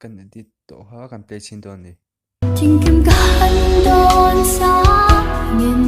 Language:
Mizo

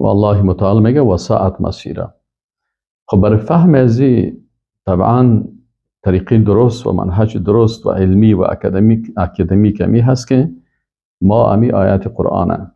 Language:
Persian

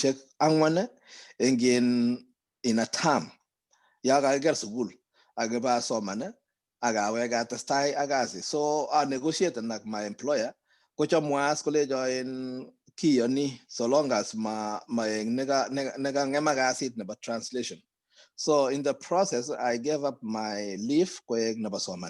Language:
Kalenjin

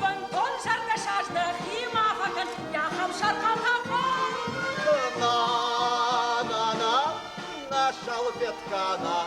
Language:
Ossetic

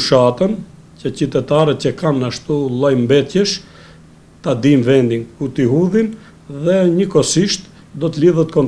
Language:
Albanian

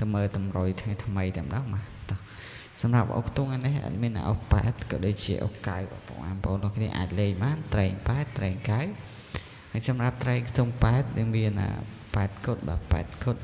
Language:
Khmer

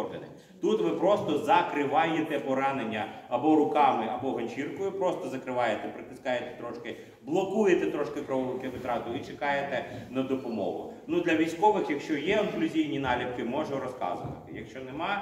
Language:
Ukrainian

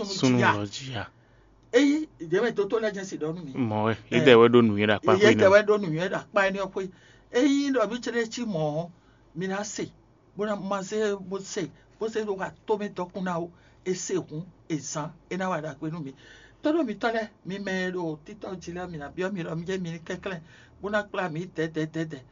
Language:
Fon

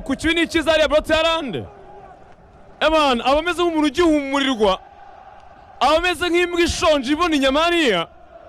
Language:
Kinyarwanda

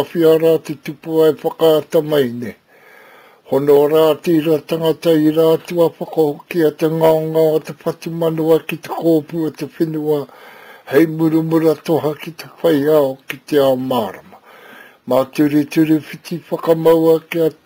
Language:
Māori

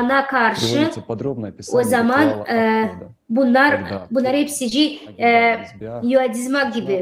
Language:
Gagauz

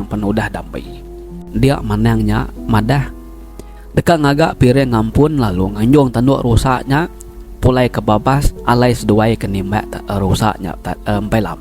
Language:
Iban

